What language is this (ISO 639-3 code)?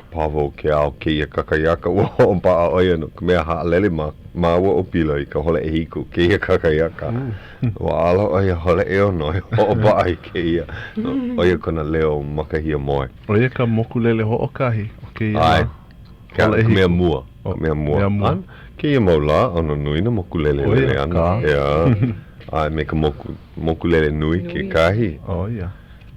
haw